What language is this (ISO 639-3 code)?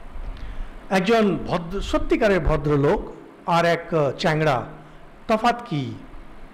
ben